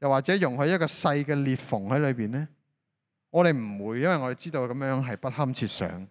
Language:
Cantonese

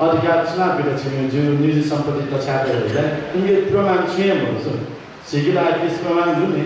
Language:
Newari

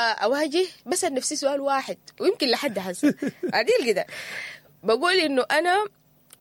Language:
Sudanese Arabic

